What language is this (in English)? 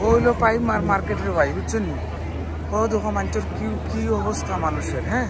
Sylheti